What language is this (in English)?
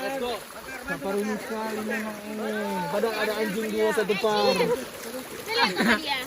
Manado Malay